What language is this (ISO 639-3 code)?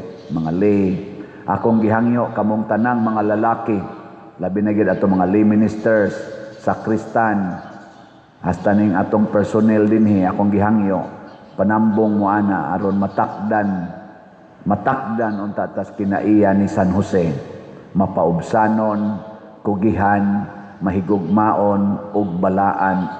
ceb